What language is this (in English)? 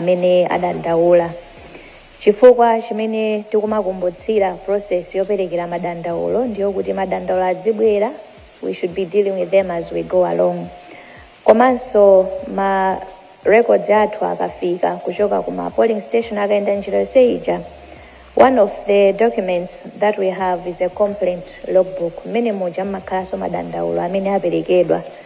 Nyanja